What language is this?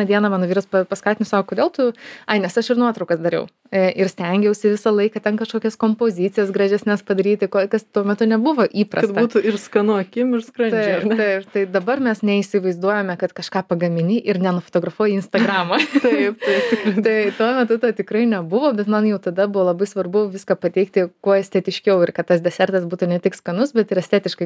Lithuanian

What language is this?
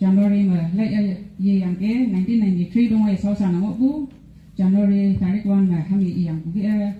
Konyak Naga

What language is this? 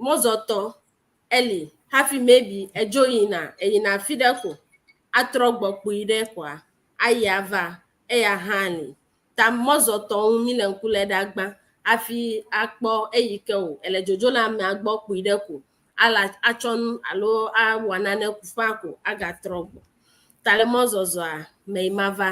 Ewe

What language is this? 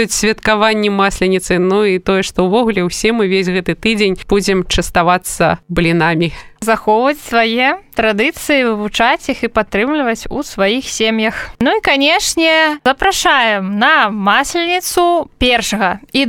Belarusian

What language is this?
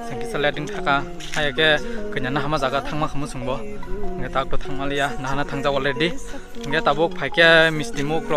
Kok Borok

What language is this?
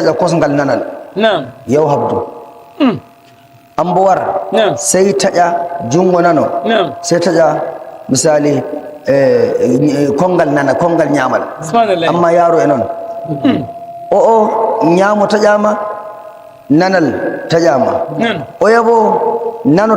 Nigerian Fulfulde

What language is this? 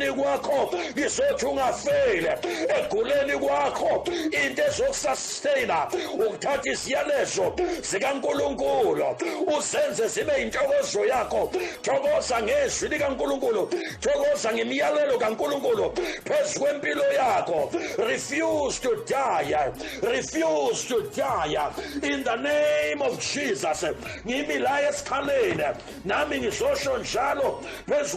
Zulu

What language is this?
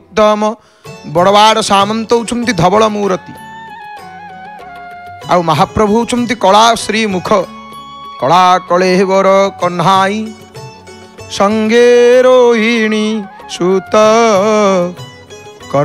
Odia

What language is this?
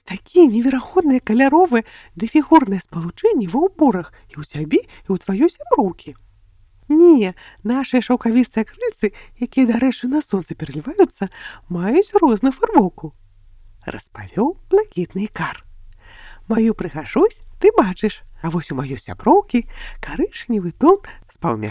Belarusian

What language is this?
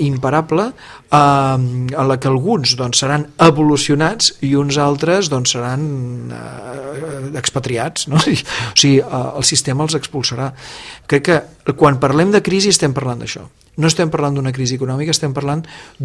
Catalan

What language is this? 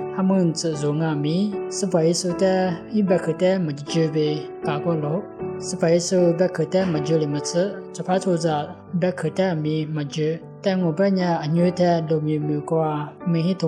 Lisu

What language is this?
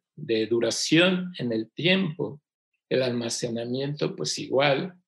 Spanish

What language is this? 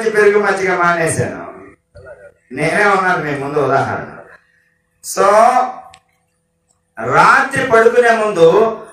Telugu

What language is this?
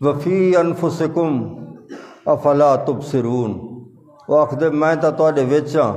Saraiki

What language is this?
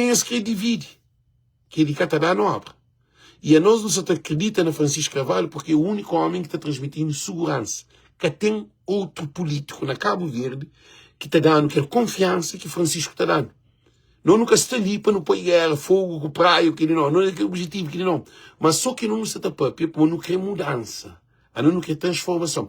Kabuverdianu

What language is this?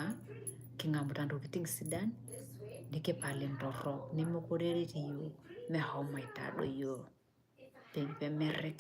Masai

